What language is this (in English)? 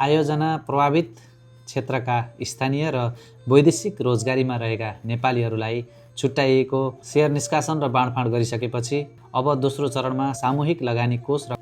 Nepali